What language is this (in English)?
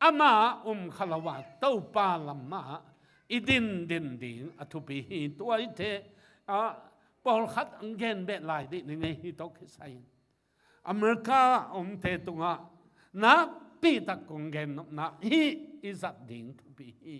Tedim Chin